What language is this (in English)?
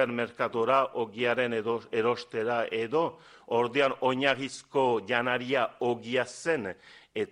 Basque